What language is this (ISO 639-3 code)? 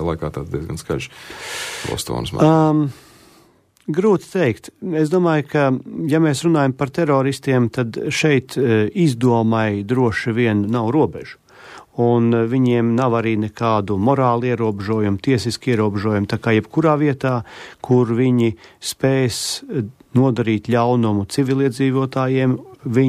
lav